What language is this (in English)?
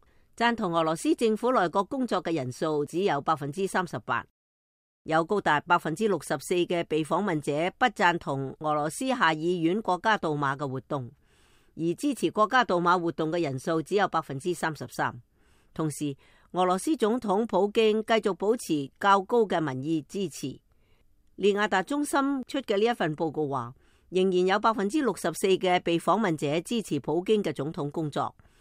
Cantonese